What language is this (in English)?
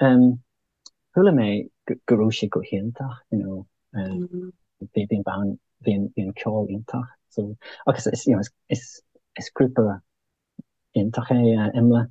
Irish